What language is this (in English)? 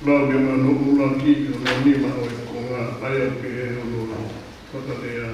Tongan